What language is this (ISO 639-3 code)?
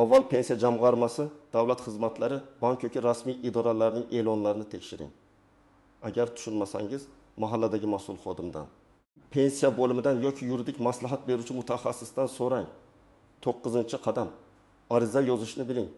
uzb